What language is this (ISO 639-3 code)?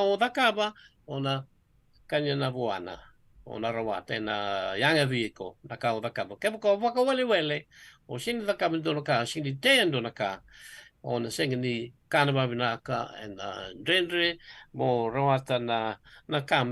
fij